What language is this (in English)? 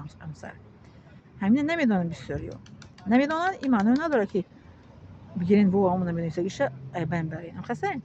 Tajik